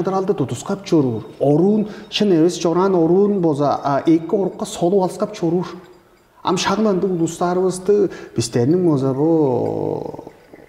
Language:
Tuvinian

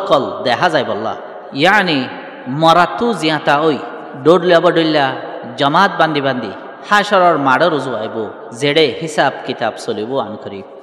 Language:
Rohingya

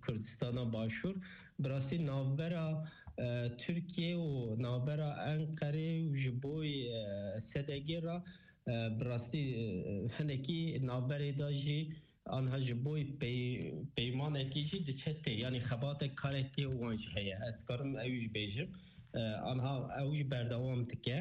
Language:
Kurdish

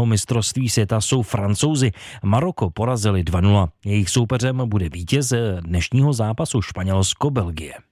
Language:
Czech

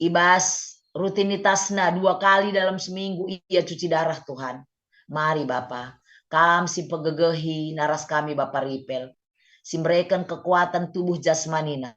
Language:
Batak Karo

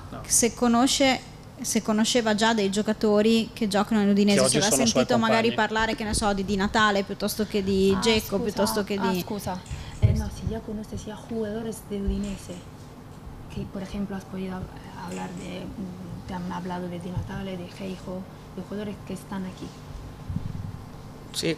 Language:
Italian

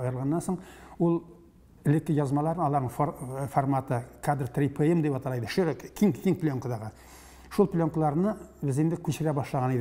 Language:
Tatar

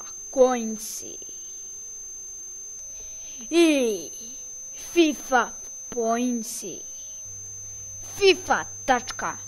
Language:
Croatian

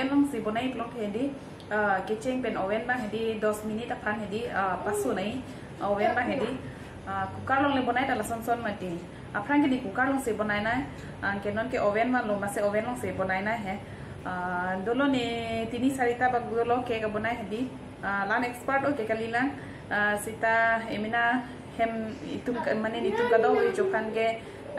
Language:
Karbi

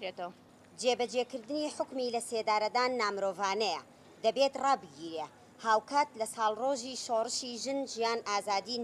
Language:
Central Kurdish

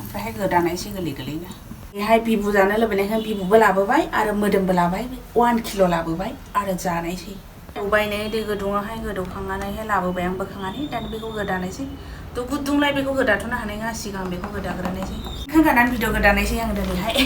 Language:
Bodo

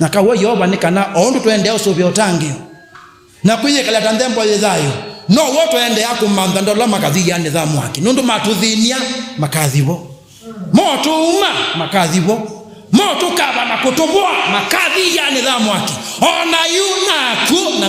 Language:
Kamba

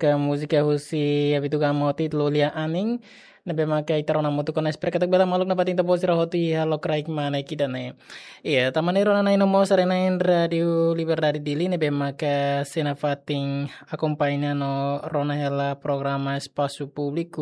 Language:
Tetum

